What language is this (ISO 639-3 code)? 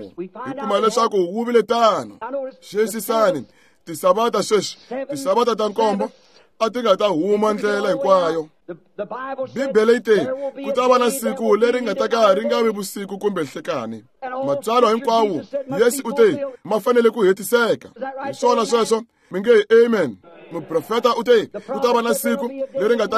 tso